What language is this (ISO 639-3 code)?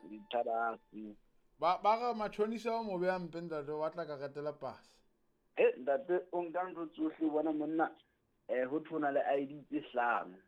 sot